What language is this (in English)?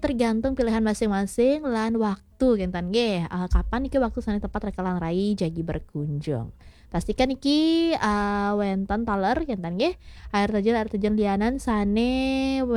Balinese